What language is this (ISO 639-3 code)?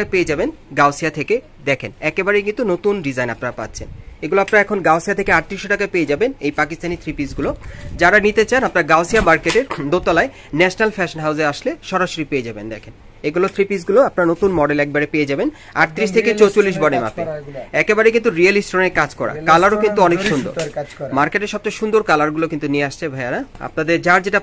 ben